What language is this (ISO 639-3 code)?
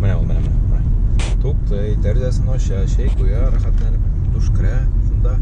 tat